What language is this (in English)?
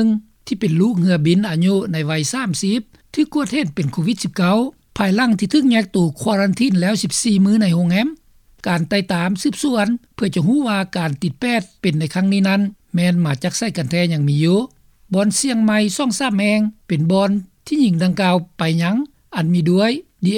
Lao